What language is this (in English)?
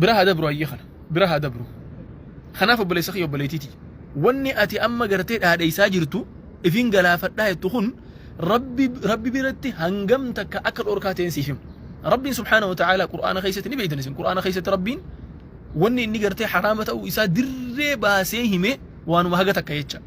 Oromo